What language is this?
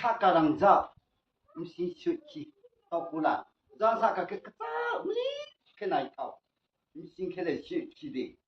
Riang (India)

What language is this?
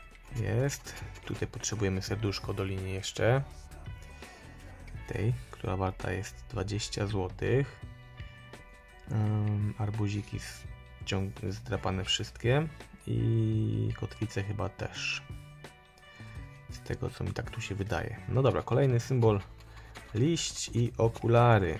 Polish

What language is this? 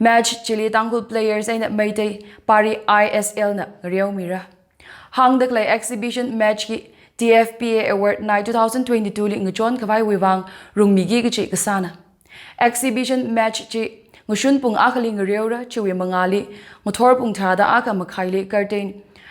Tangkhul Naga (India)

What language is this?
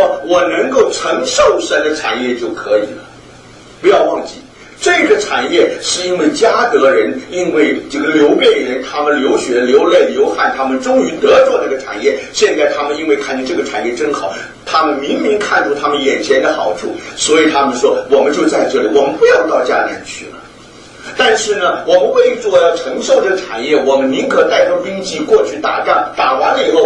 Chinese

